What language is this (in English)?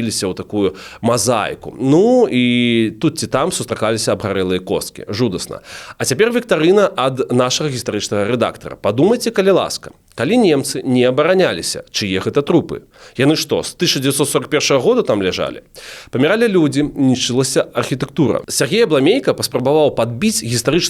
Belarusian